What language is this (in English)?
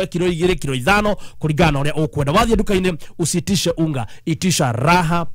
Kikuyu